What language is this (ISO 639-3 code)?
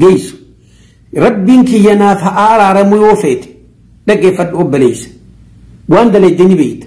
orm